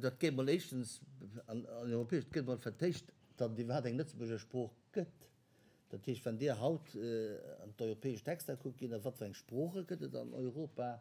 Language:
Luxembourgish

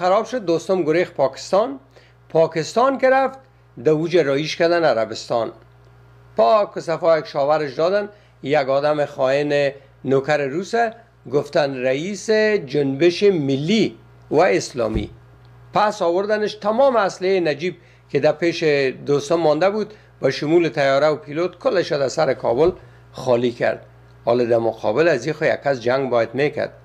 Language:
Persian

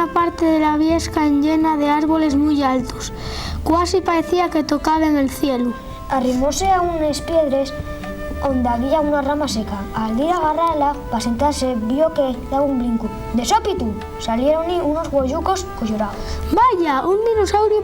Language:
Asturian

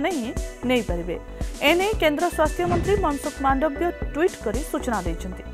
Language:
Odia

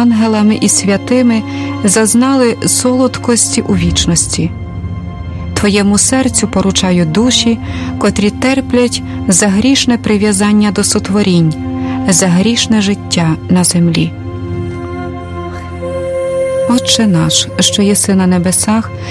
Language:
Ukrainian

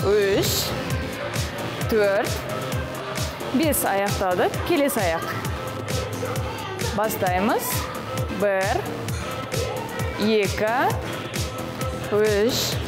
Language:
Kazakh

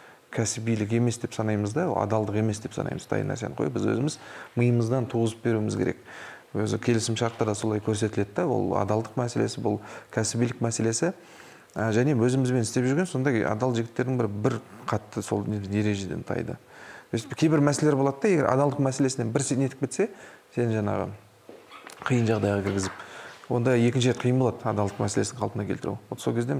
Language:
Kazakh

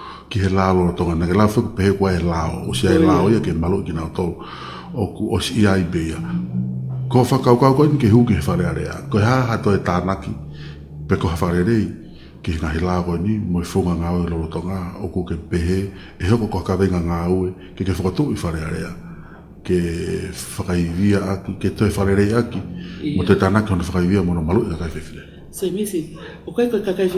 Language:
Tongan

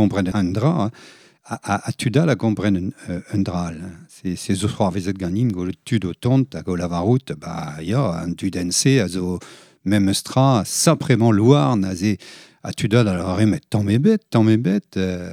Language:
Breton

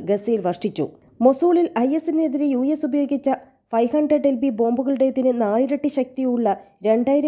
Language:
Malayalam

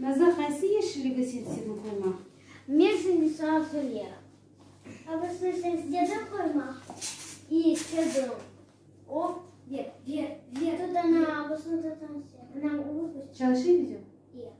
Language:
Crimean Tatar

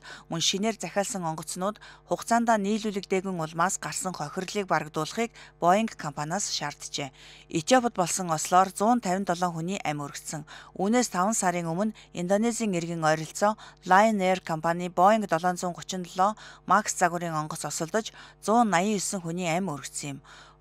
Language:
Mongolian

